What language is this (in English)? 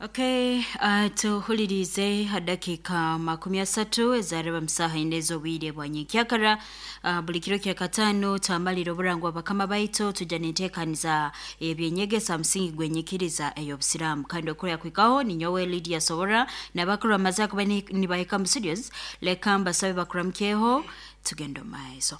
Nyoro